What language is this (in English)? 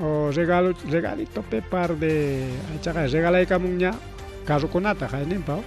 Ayacucho Quechua